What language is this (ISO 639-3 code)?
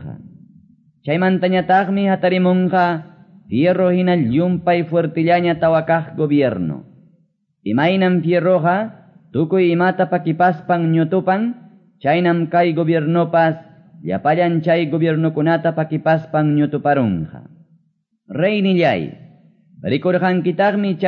que